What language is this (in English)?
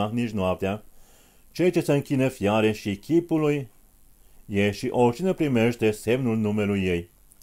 Romanian